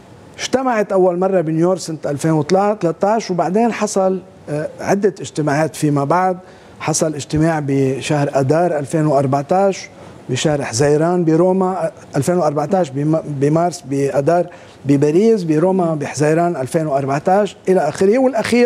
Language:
North Levantine Arabic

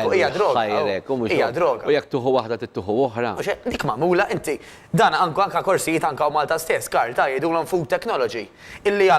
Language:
Maltese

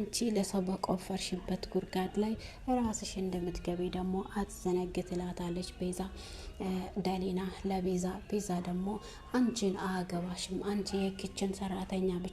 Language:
Amharic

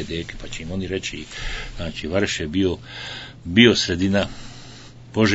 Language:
Bosnian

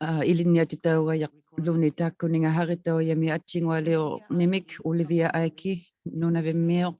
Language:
Inuktitut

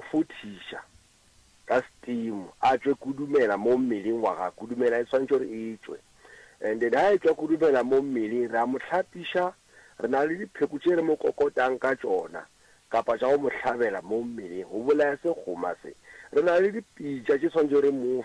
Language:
Northern Sotho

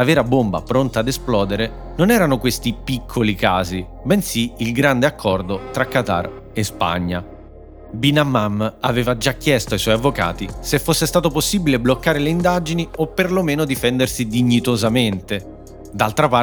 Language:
Italian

